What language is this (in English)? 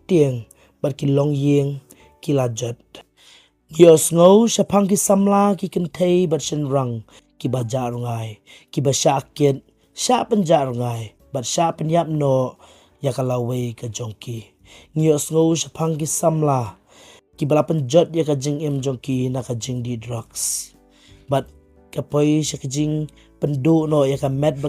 Khasi